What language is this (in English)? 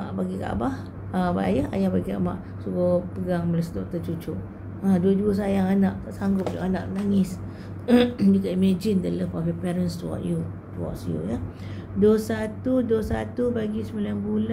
Malay